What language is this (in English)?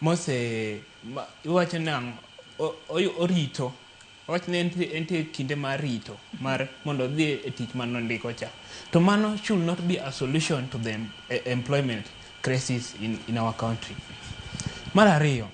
Luo (Kenya and Tanzania)